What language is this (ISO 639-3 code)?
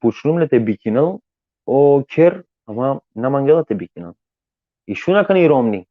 rmn